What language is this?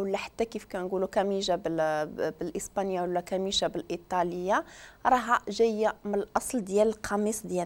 Moroccan Arabic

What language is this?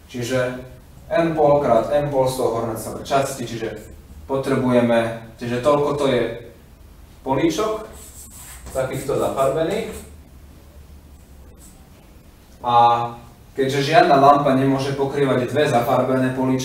Slovak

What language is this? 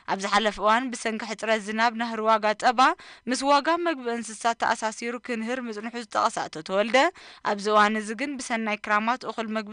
Tigrinya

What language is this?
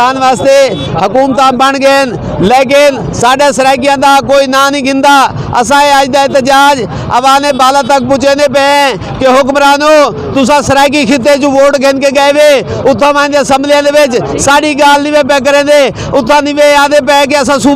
Saraiki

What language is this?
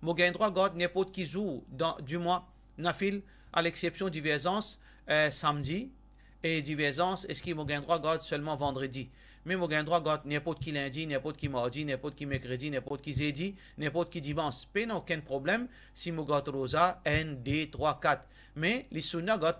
Morisyen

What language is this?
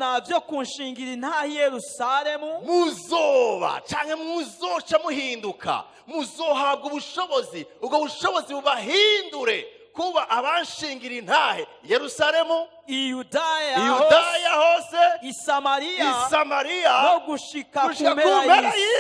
Rundi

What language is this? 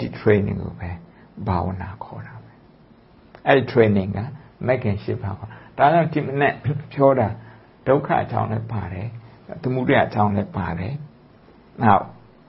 Burmese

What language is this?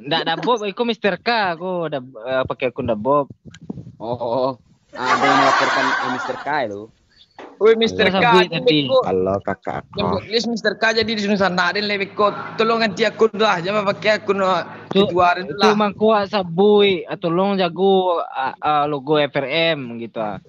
Minangkabau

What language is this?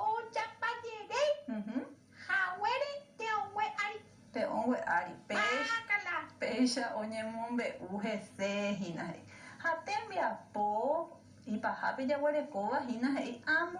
Guarani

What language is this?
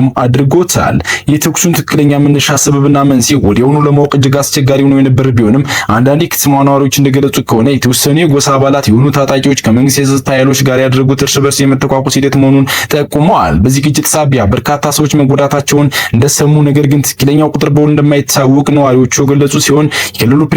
Amharic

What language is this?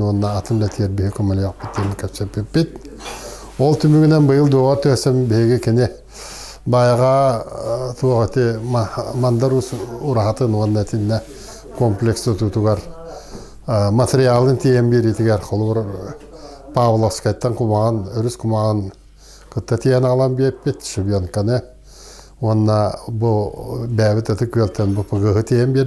Yakut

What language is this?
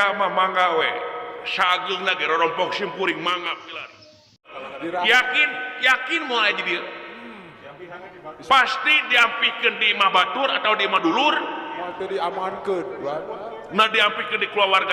Sundanese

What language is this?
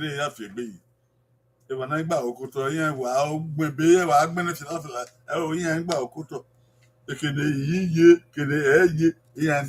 Bini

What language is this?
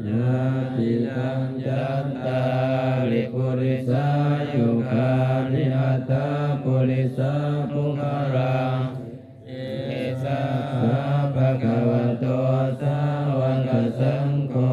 Pali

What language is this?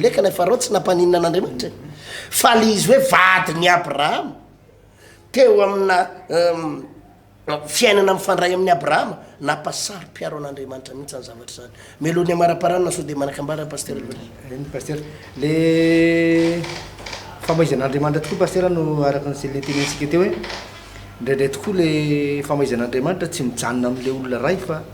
Malagasy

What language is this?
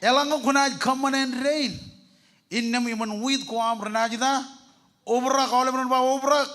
Marshallese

